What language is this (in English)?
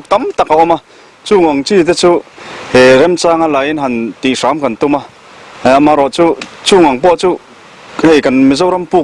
Mizo